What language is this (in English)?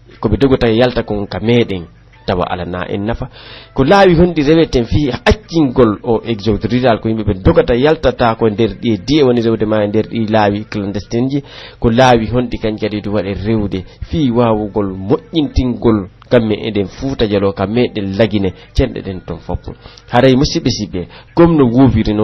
Pular